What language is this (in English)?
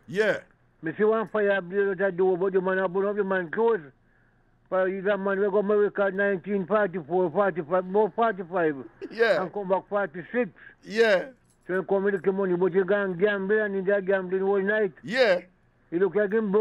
Jamaican Creole English